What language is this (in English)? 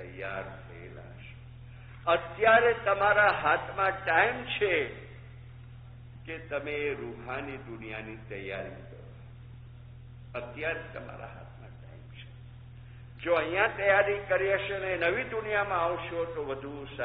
Gujarati